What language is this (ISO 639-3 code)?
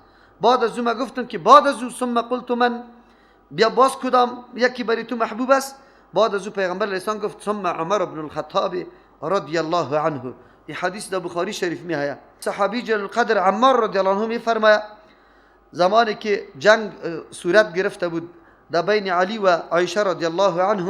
fas